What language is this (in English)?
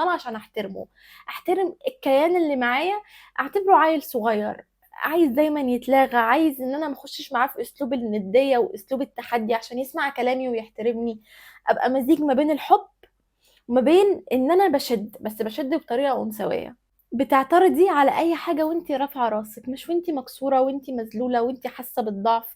Egyptian Arabic